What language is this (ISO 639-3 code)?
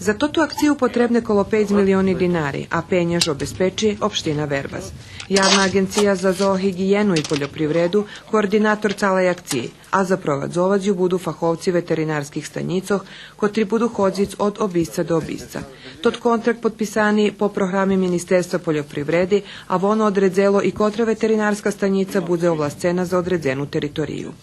rue